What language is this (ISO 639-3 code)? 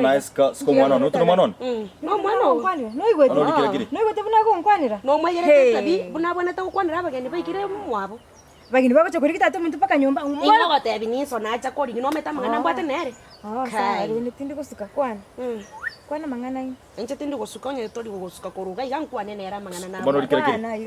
guz